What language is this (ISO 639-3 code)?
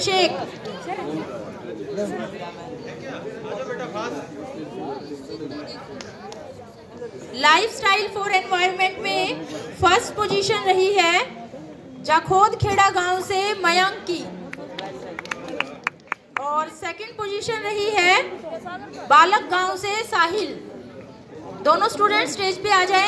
hin